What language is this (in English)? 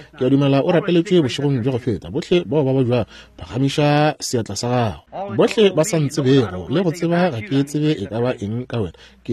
Northern Sotho